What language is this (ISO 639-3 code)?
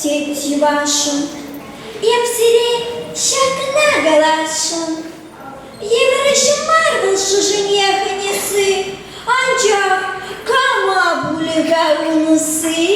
chv